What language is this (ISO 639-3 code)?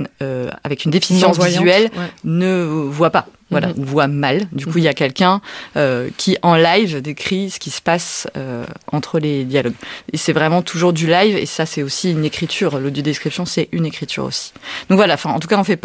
fra